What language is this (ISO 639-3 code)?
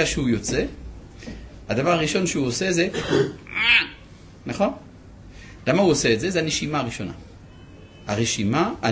heb